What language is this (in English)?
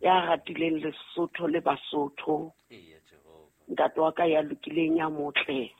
Southern Sotho